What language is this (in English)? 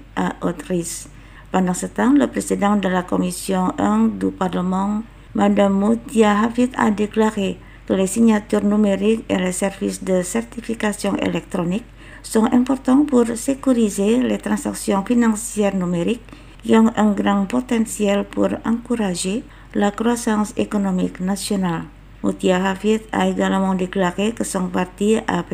French